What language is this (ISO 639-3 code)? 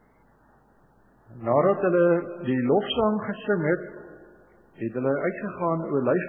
afr